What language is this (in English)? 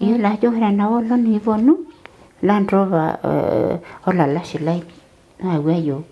Masai